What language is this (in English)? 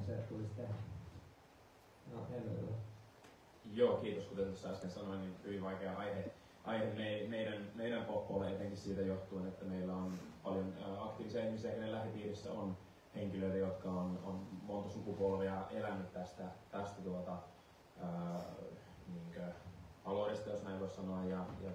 Finnish